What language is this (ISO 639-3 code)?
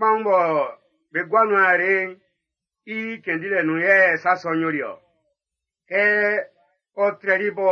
bci